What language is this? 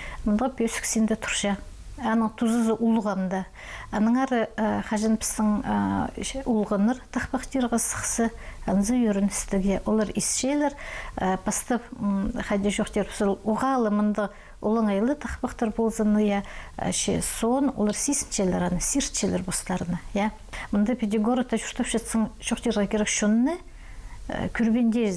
Khakas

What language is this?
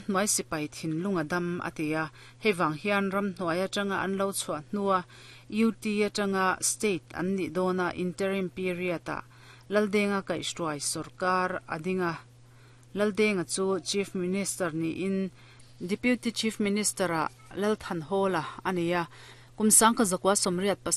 Mizo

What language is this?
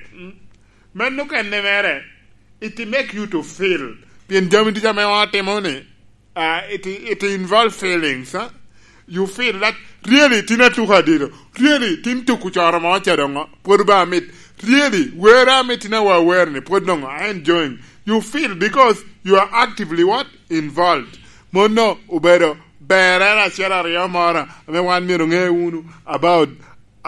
Lango (Uganda)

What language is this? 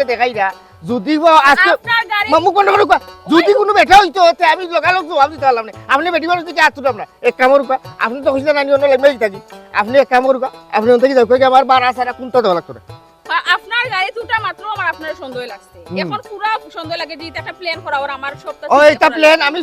Sylheti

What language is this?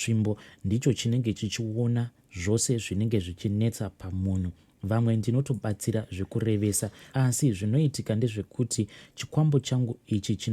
Shona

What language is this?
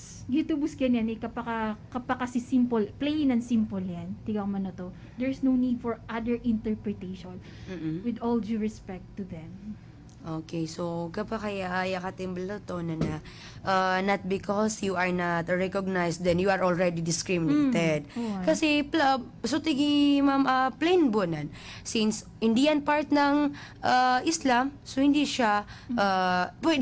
Maranao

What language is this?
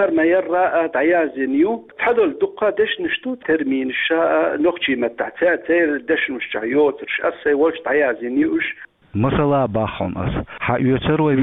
Chechen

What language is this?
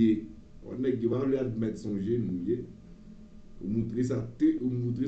Haitian Creole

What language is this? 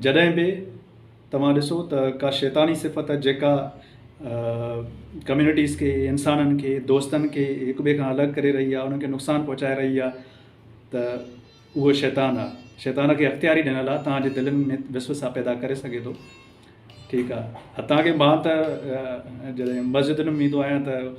Sindhi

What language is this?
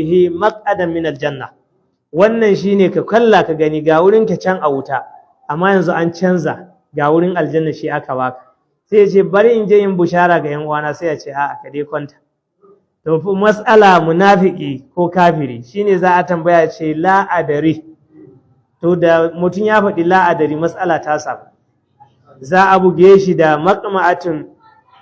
Hausa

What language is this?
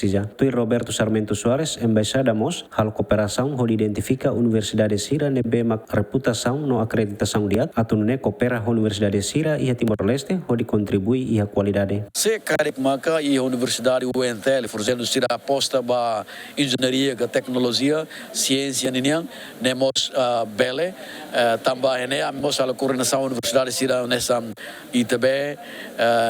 Tetum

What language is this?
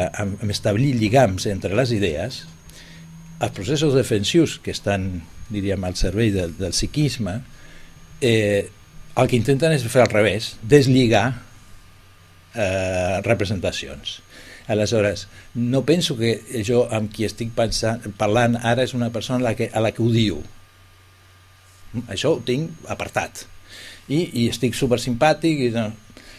Catalan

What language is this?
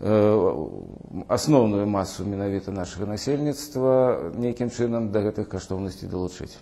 Belarusian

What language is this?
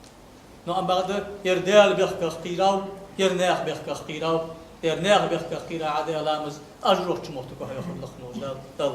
Ingush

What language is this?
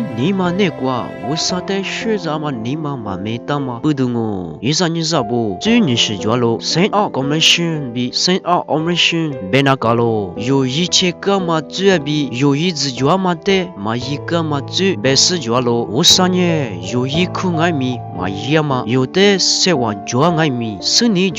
Lisu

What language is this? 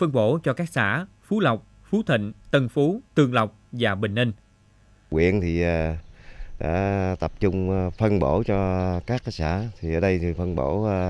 Vietnamese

